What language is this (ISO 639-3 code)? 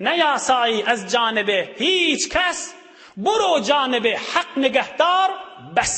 tuk